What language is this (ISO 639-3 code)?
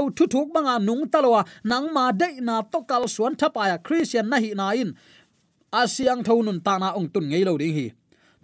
ctd